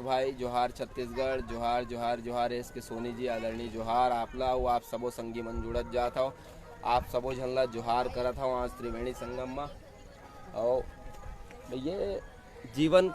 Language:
Chhattisgarhi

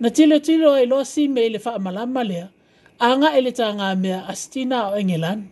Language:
Samoan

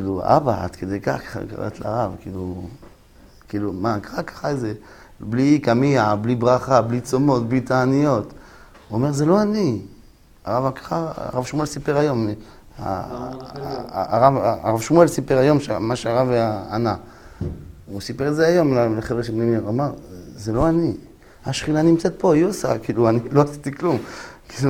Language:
Hebrew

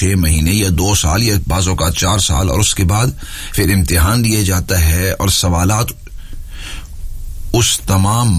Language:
Urdu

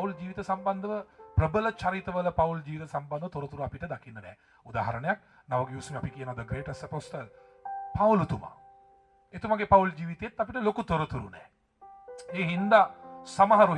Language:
Sinhala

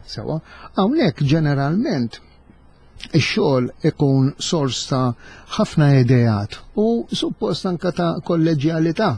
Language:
Maltese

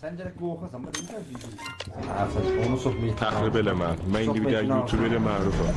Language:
South Azerbaijani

